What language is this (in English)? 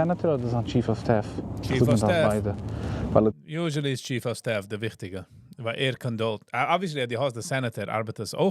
Yiddish